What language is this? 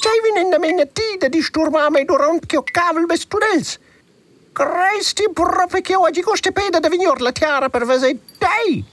Romansh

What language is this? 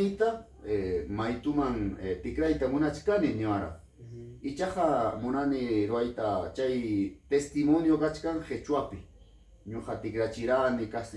Ayacucho Quechua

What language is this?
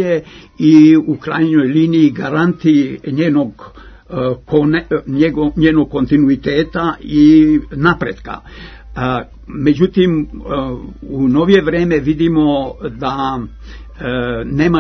Serbian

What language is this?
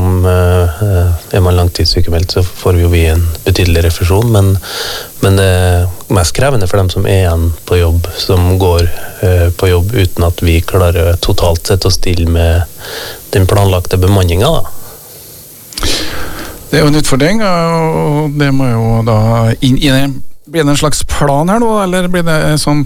Norwegian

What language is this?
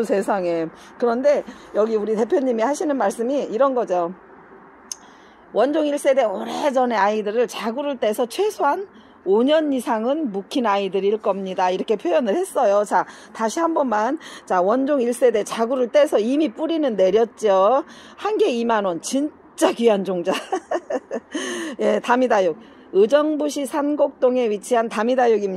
Korean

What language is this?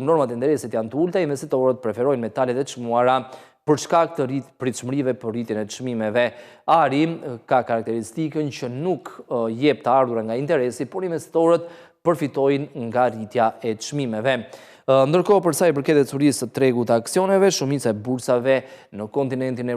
Albanian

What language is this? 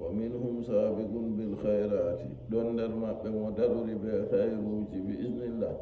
Fula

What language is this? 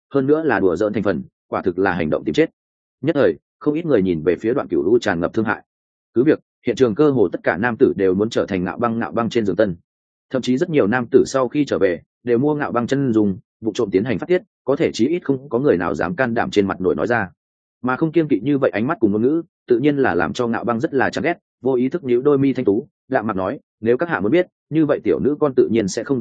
Vietnamese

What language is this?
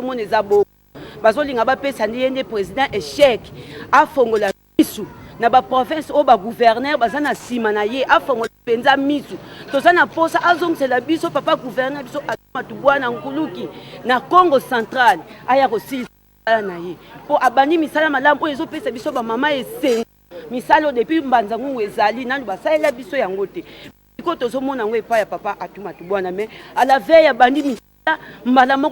Lingala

